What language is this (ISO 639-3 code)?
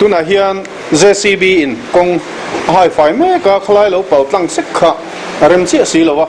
lus